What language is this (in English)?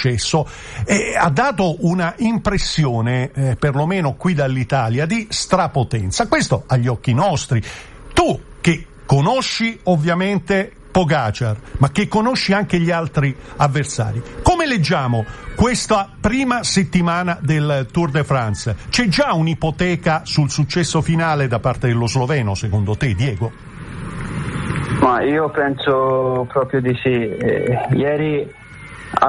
Italian